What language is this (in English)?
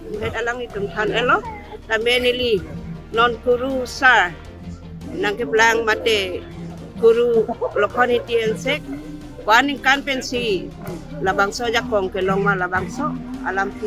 Karbi